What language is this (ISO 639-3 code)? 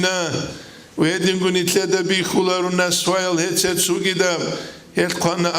ava